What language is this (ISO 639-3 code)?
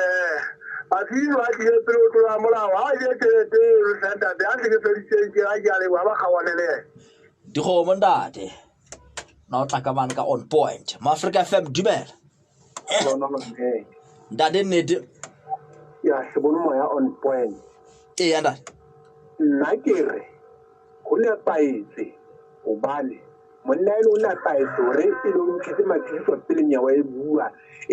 sot